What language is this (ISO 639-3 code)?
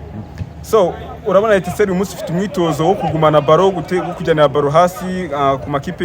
kin